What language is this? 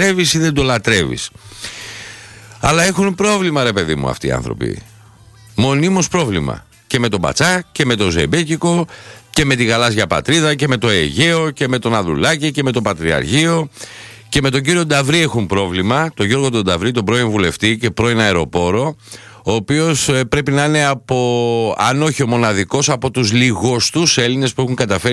Greek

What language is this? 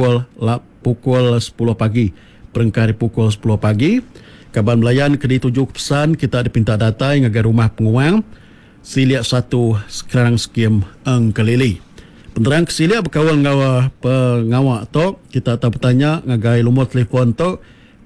Iban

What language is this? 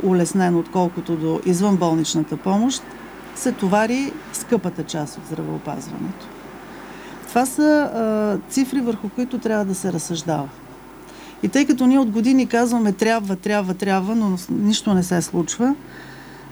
Bulgarian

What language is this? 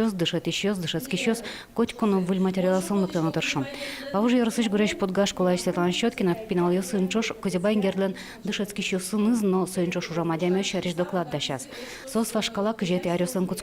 Udmurt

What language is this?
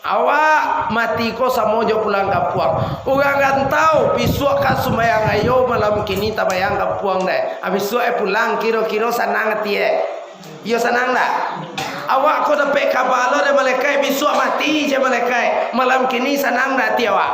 Minangkabau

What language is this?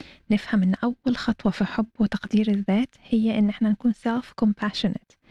Egyptian Arabic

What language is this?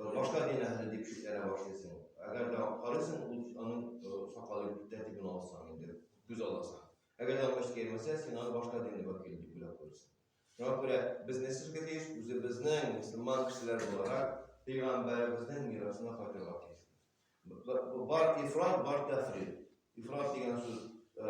Tatar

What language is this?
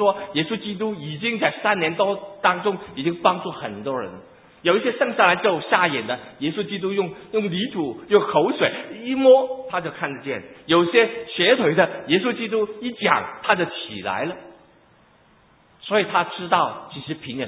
Chinese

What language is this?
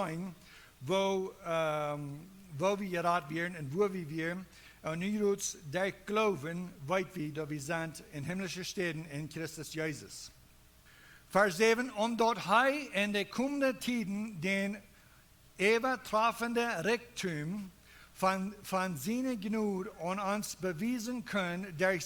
Plautdietsch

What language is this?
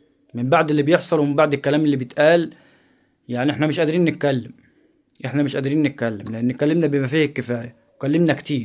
Egyptian Arabic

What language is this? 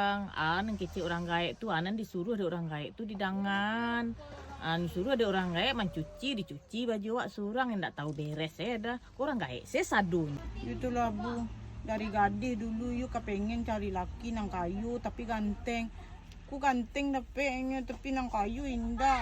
Minangkabau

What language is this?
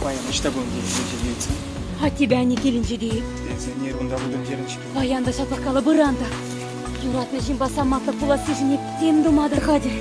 Chuvash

